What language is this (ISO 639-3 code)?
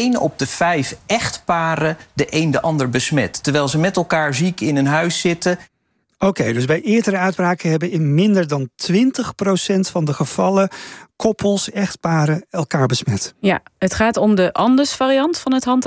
nld